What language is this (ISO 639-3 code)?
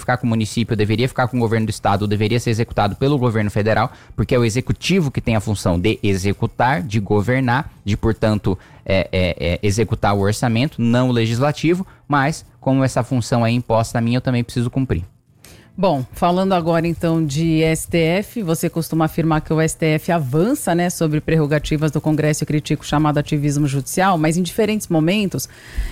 por